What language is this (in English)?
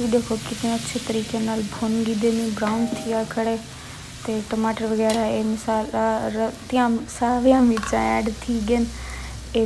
Saraiki